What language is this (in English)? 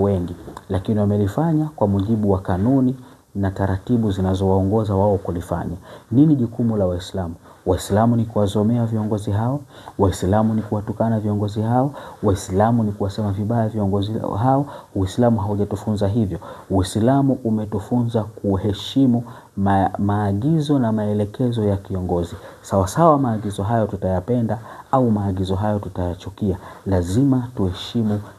Swahili